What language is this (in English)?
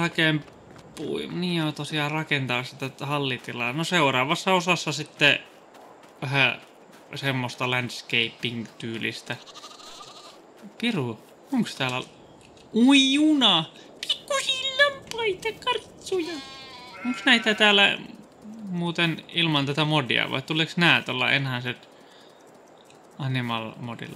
Finnish